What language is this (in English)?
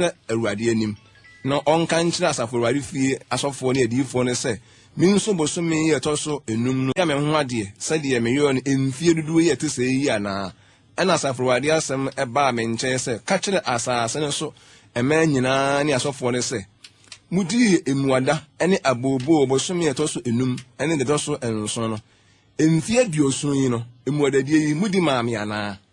Akan